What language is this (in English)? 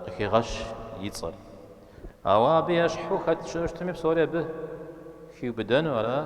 Kabardian